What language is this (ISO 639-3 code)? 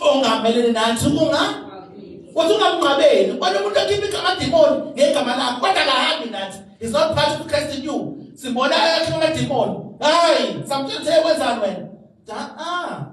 zul